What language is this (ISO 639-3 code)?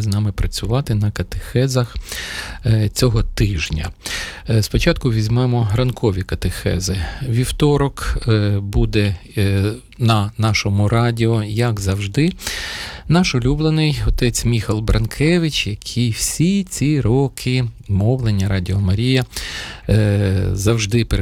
ukr